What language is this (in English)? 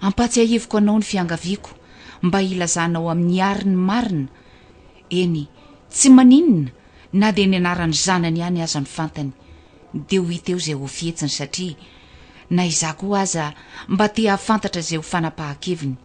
Malagasy